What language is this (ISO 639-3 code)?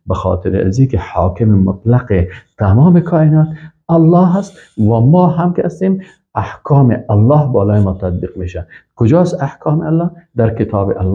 fas